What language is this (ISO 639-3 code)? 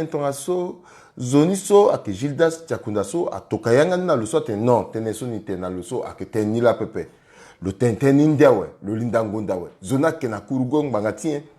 sag